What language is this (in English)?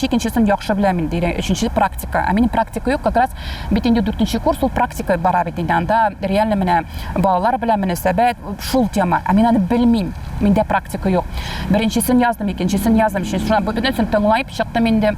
Tatar